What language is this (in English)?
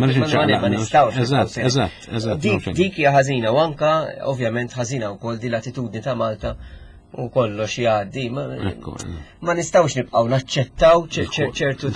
Maltese